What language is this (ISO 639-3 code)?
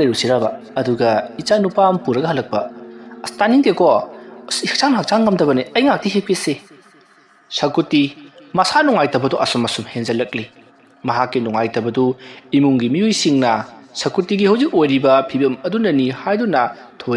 mni